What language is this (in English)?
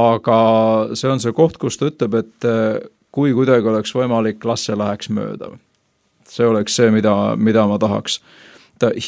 Estonian